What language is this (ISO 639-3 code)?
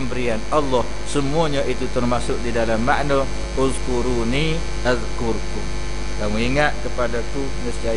msa